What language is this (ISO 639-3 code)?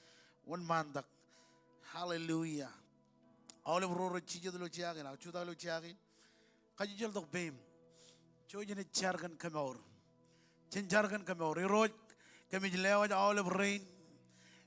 mah